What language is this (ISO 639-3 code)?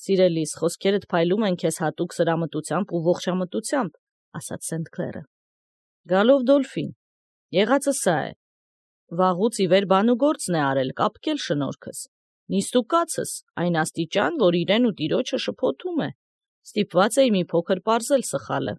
hye